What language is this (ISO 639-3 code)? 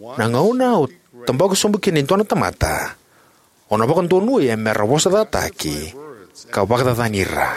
fij